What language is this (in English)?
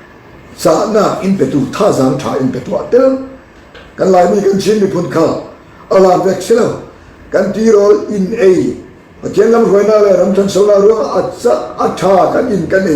Falam Chin